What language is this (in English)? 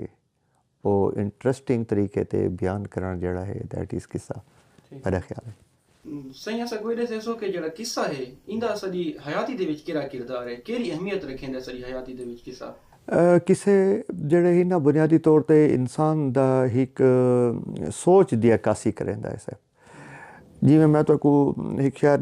Saraiki